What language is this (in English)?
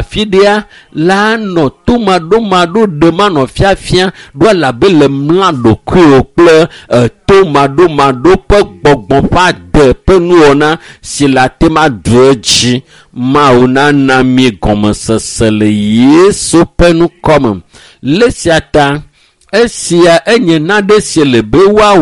Ewe